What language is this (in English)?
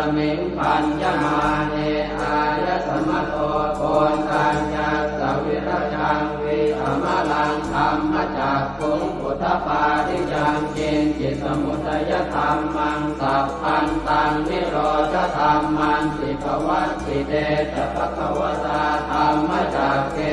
Pali